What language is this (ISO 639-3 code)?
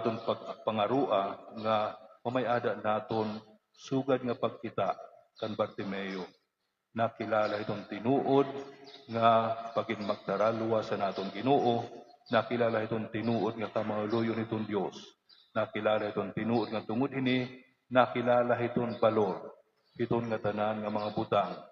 war